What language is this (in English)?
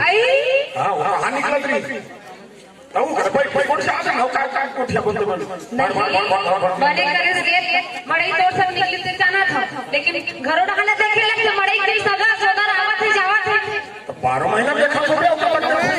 Chhattisgarhi